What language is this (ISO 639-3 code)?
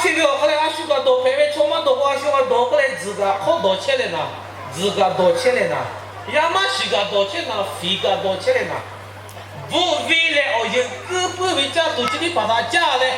lhu